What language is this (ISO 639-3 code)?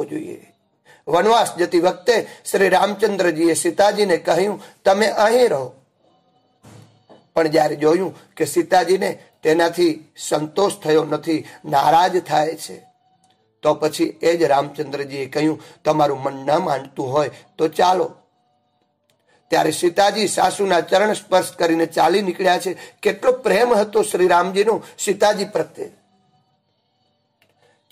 guj